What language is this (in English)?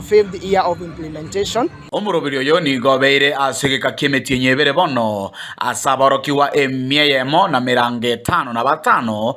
Gusii